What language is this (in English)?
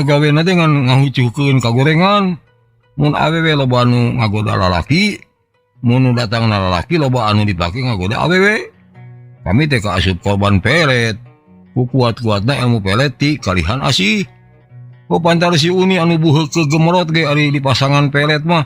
Sundanese